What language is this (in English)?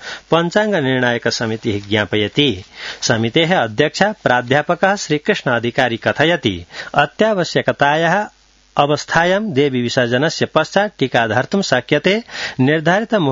Sanskrit